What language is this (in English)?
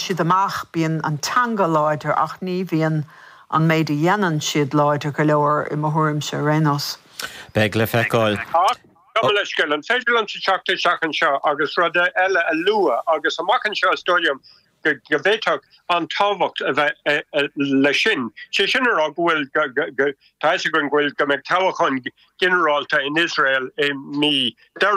Irish